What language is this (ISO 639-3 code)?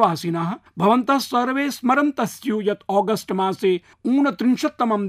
san